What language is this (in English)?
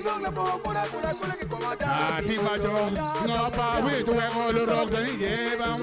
Acoli